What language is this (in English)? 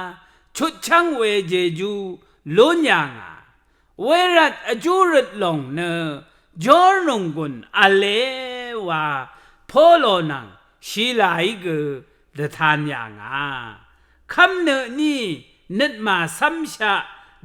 Rawang